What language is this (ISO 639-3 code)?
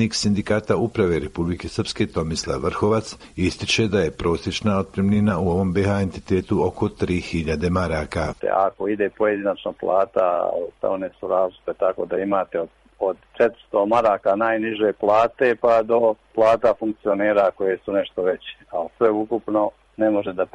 srp